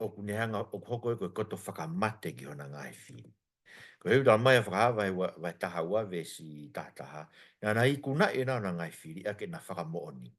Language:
Tongan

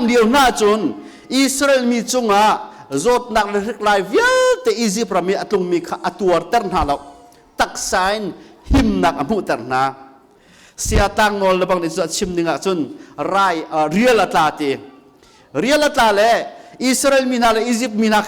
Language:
Hakha Chin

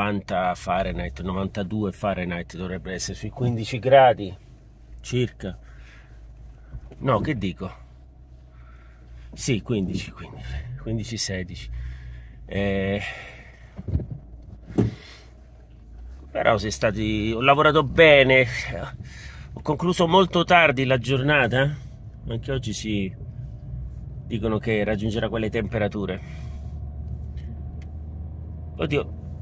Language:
Italian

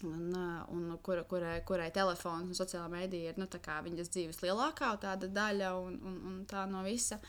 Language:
Latvian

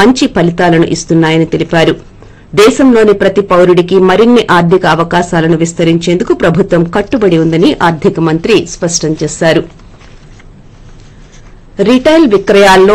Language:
Telugu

